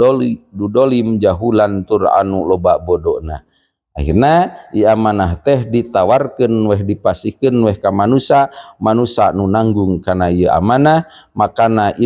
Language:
Sundanese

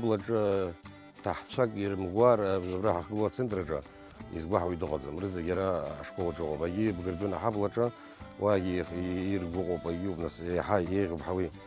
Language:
Abkhazian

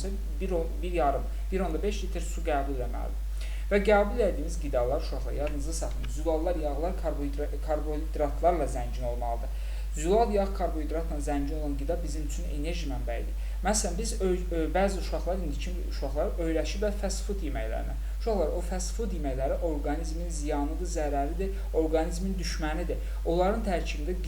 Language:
Azerbaijani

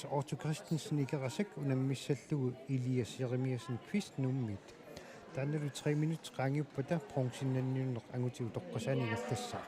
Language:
Kalaallisut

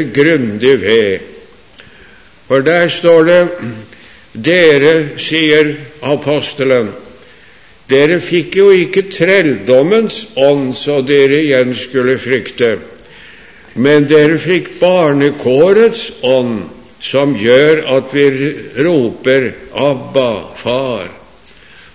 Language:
Norwegian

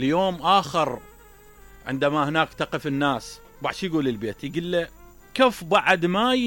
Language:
Mesopotamian Arabic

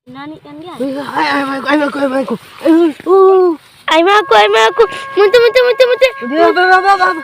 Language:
Santali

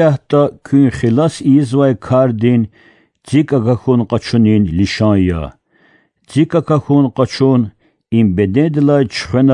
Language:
Lezghian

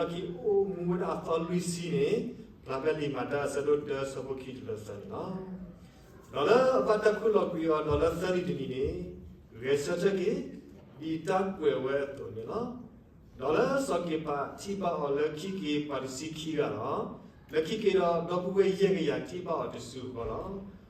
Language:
S'gaw Karen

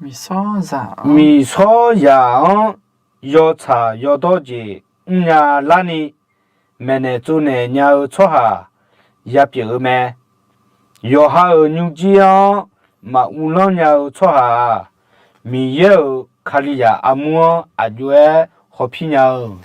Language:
Akha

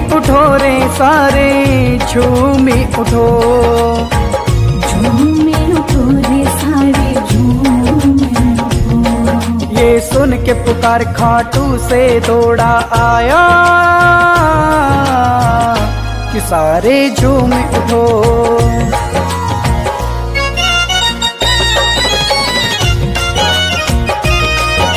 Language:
Hindi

